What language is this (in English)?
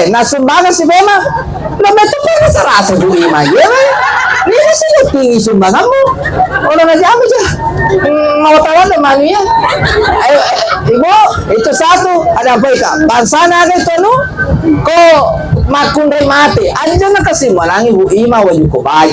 Buginese